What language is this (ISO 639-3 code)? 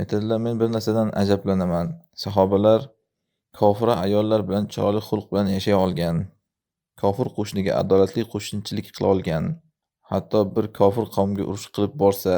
uzb